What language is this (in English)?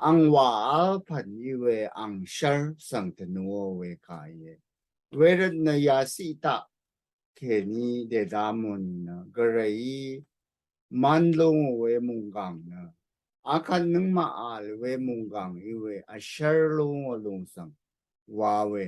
Rawang